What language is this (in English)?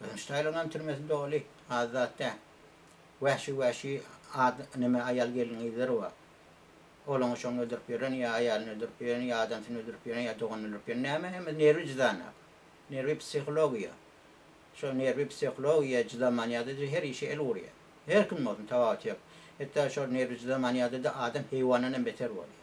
Turkmen